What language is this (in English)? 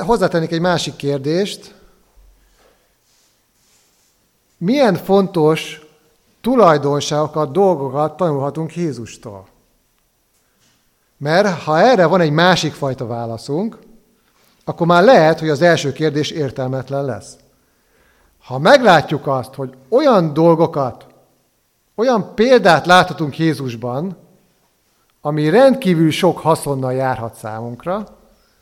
Hungarian